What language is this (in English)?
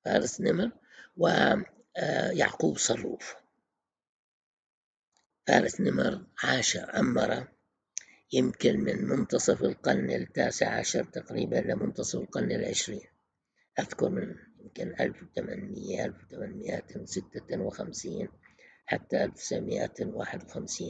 Arabic